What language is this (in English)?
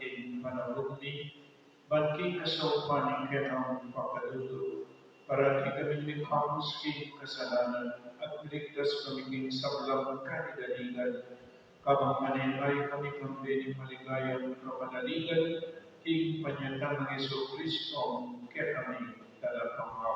Pampanga